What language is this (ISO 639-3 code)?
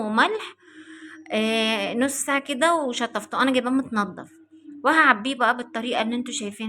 arz